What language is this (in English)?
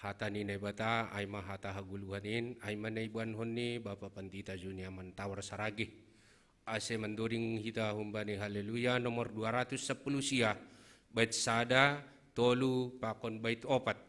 Batak Simalungun